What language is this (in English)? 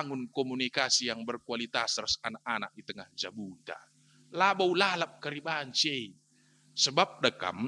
Batak Karo